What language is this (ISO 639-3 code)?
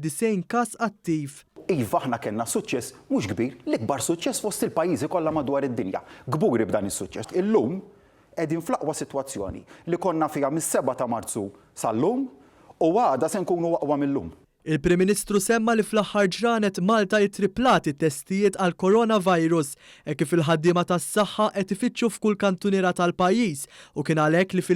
mlt